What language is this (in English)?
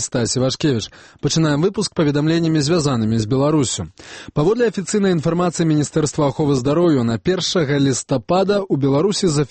Belarusian